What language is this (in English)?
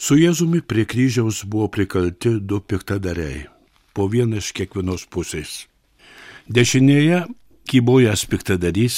Lithuanian